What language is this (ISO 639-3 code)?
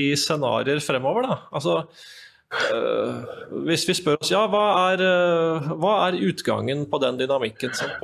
nor